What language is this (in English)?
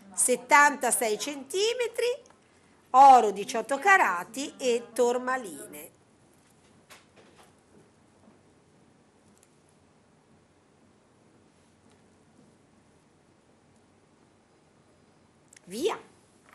Italian